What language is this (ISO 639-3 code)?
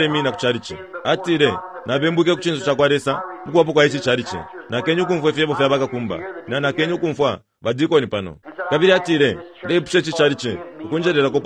bem